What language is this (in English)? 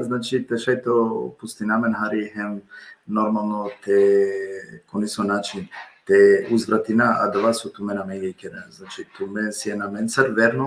Balkan Romani